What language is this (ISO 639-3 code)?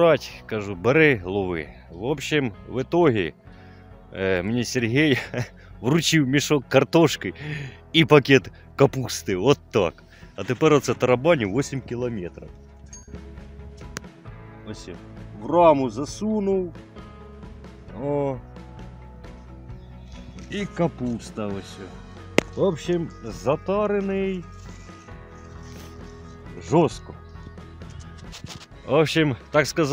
ukr